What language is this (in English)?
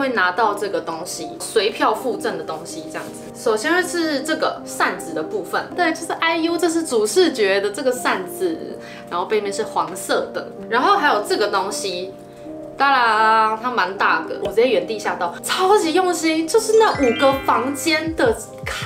Chinese